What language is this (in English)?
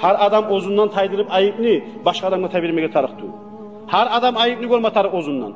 Kumyk